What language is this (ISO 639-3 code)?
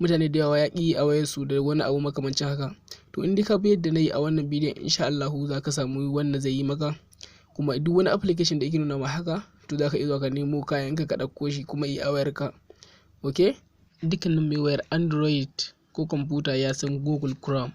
hau